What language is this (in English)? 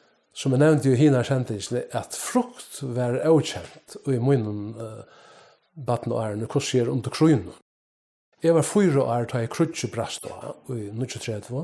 Faroese